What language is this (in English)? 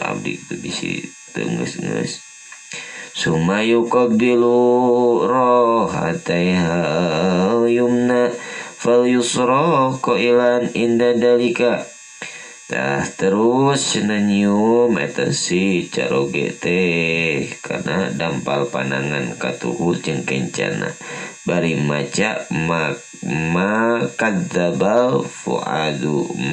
Sundanese